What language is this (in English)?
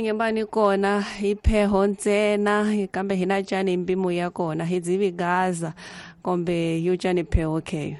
Tsonga